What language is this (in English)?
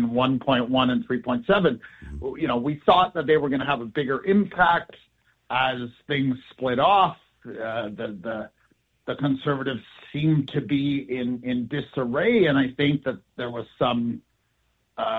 English